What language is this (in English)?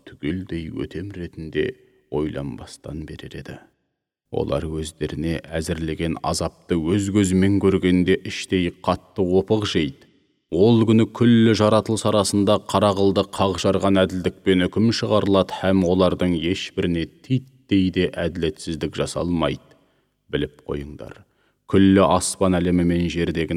Kazakh